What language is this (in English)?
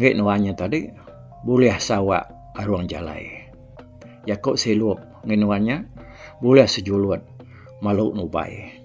Iban